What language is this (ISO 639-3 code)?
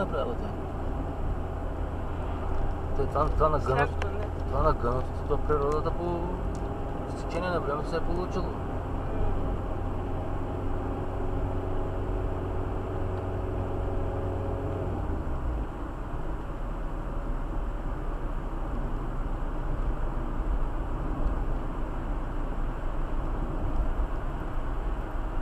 bul